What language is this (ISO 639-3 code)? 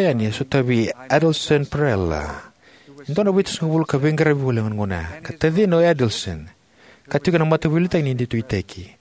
fij